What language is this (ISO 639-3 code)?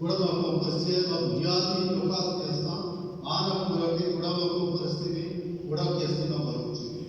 bal